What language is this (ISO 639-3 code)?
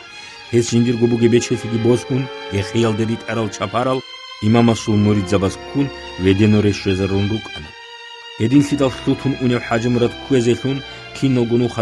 ava